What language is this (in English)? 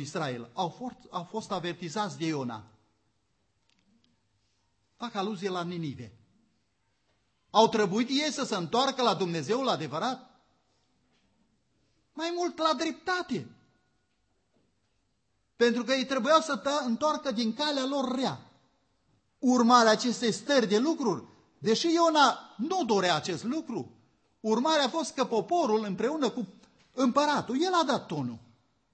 Romanian